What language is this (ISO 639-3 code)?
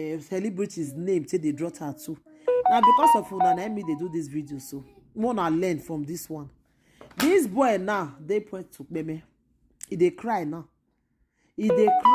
pcm